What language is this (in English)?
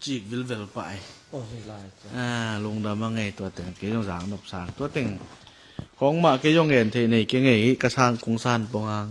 Tedim Chin